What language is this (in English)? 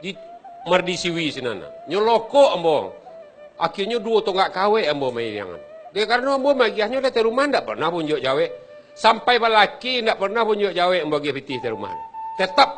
Minangkabau